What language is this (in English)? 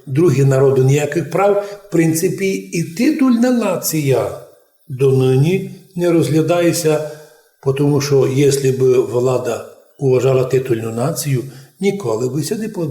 Rusyn